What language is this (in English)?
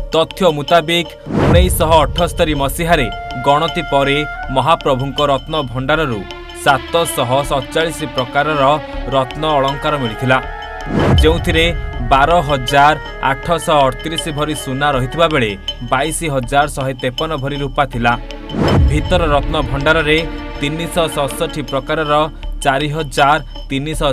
Odia